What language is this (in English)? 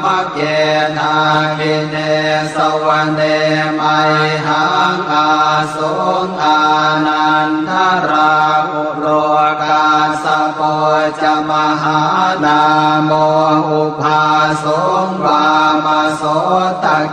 Pali